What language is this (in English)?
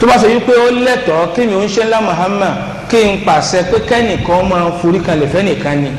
Yoruba